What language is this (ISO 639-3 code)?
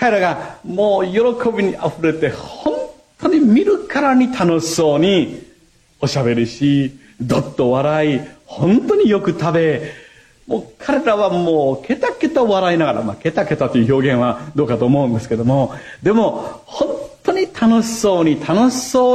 jpn